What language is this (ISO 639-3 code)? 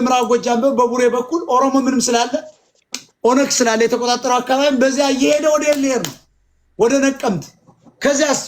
amh